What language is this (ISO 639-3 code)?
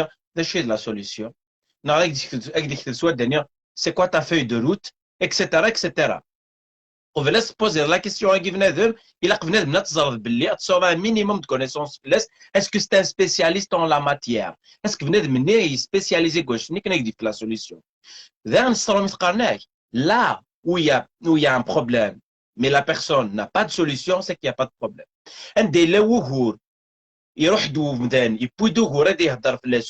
kab